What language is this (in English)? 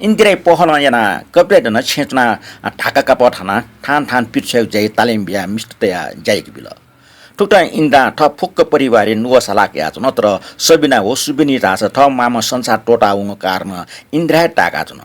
Newari